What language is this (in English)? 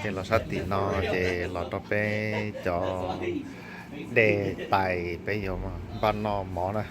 Hmong